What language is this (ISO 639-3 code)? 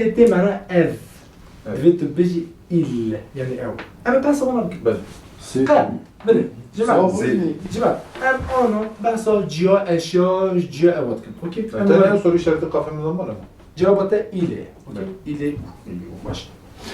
kur